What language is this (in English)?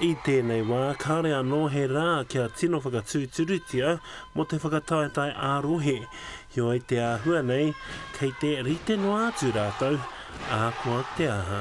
Māori